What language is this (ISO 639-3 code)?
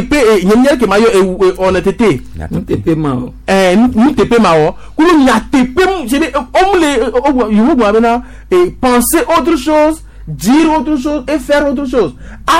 gej